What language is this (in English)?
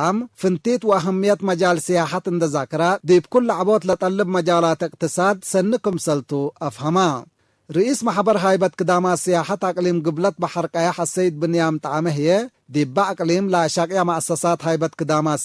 Tigre